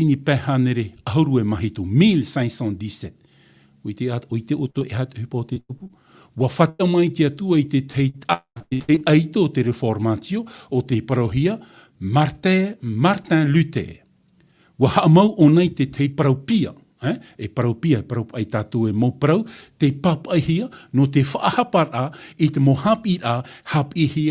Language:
Tahitian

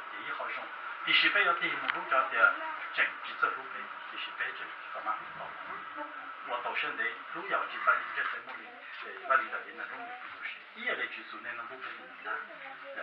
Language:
Hmong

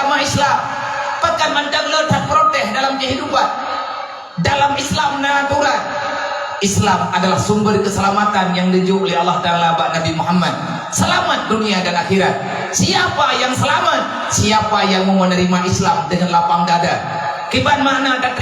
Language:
Achinese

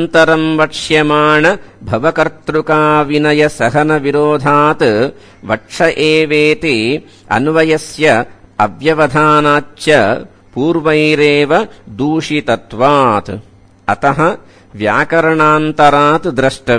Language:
Sanskrit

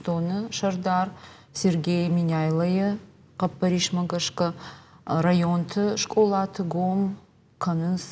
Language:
Ossetic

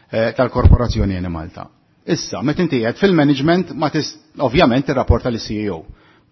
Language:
Maltese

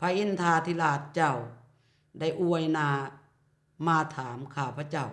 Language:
Lao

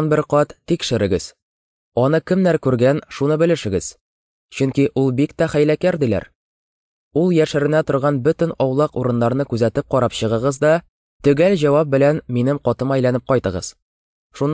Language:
Tatar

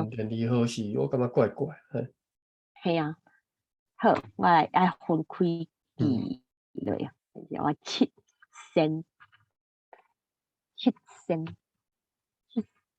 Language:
Min Nan Chinese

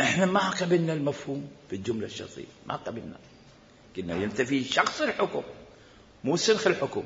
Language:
Mesopotamian Arabic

